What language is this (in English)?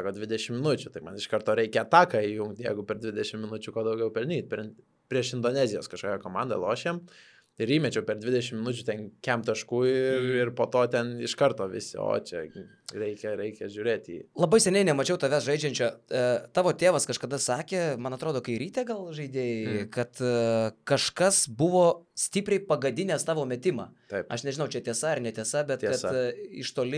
Lithuanian